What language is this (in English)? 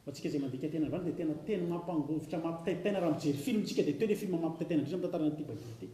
Malagasy